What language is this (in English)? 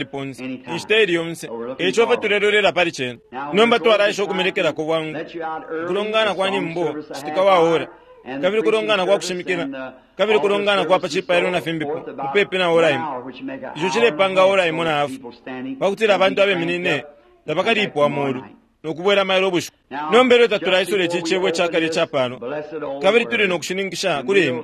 Bemba